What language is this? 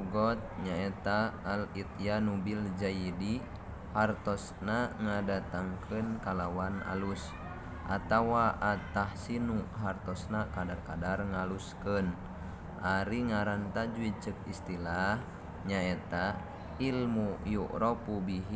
Sundanese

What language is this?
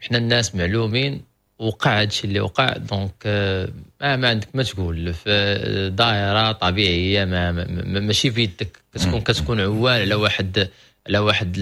Moroccan Arabic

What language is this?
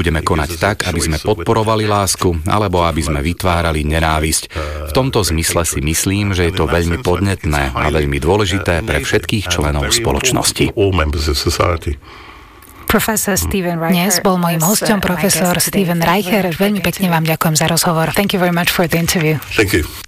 Slovak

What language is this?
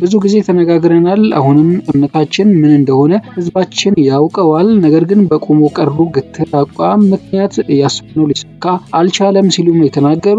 Amharic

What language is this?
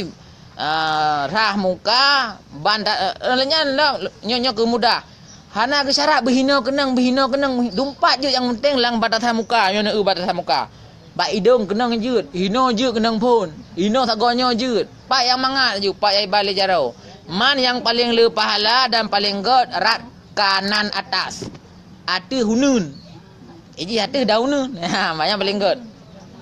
Achinese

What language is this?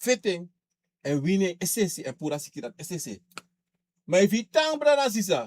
Sranan Tongo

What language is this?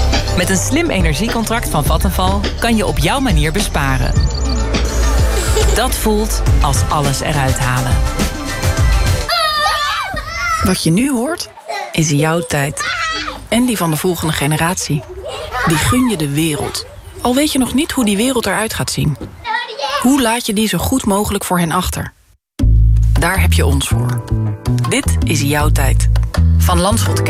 Dutch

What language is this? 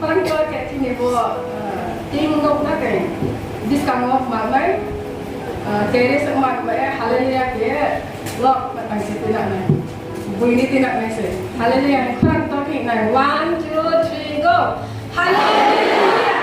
Riang (India)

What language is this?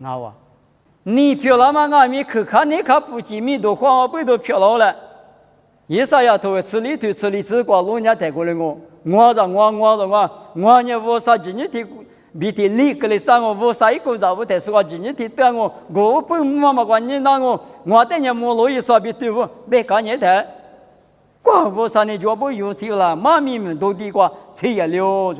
Lisu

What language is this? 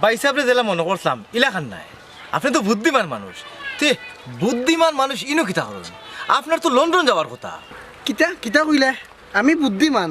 Sylheti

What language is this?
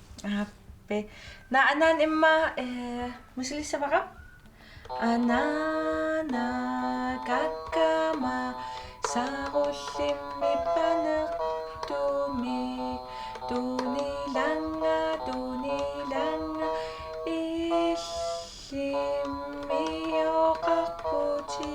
Kalaallisut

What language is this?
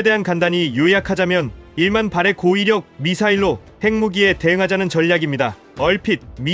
Korean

